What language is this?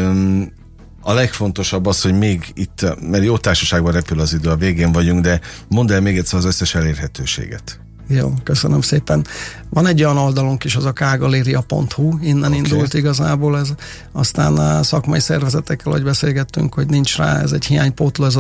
Hungarian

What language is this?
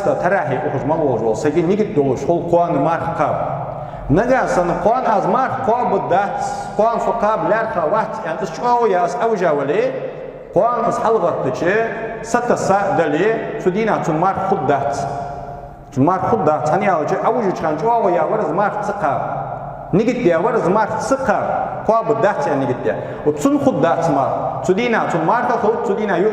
Ingush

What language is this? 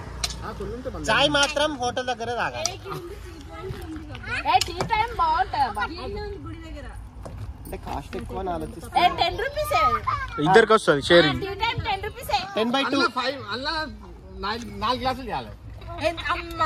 Telugu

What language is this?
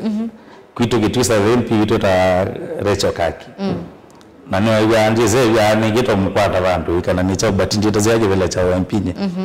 Kamba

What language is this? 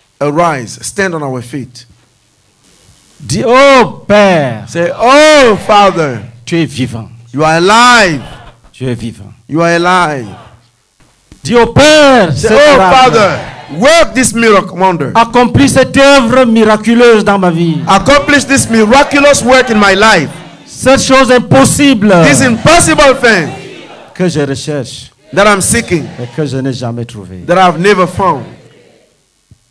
French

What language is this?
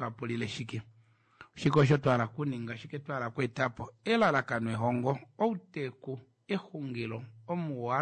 Kuanyama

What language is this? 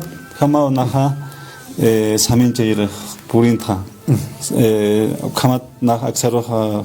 Aymara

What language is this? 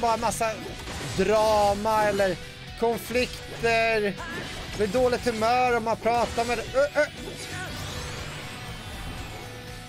Swedish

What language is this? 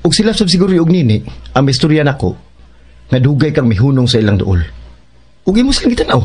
Cebuano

